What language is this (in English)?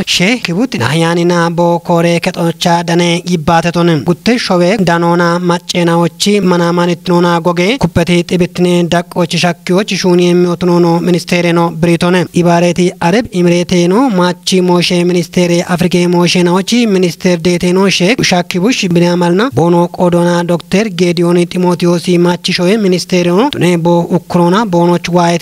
Kafa